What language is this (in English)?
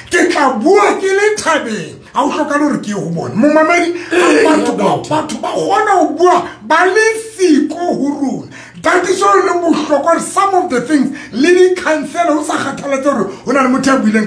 Southern Sotho